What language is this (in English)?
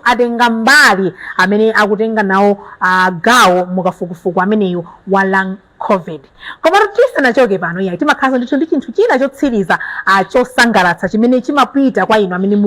Nyanja